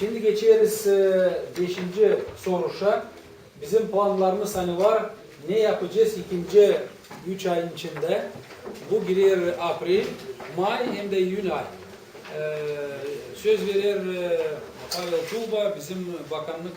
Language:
Gagauz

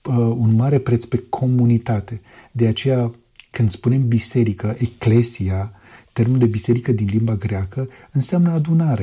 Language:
Romanian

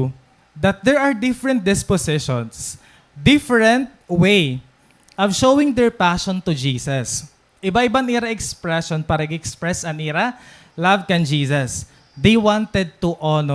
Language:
Waray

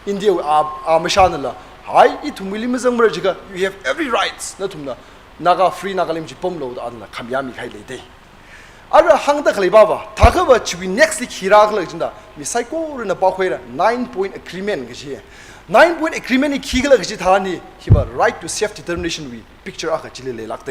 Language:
Tangkhul Naga (India)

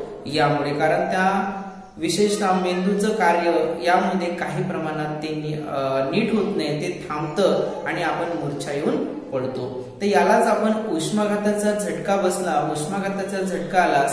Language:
Marathi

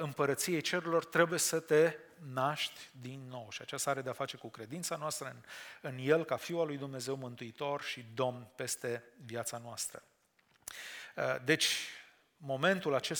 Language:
Romanian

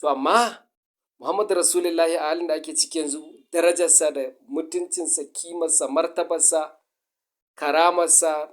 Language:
Hausa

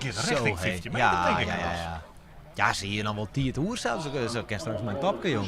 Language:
Western Frisian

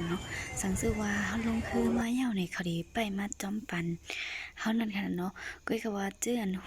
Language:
Shan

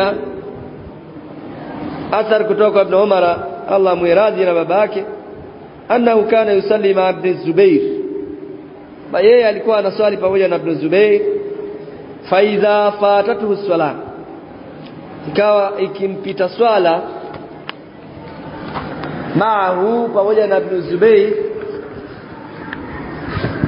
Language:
Swahili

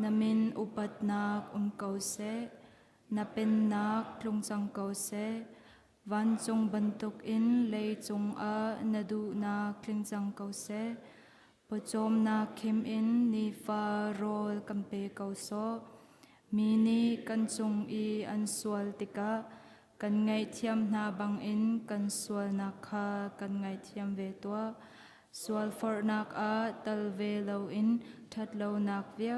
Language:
Hakha Chin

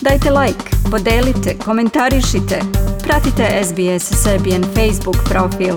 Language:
Serbian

